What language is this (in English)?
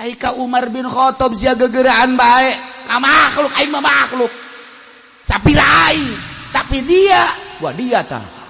Sundanese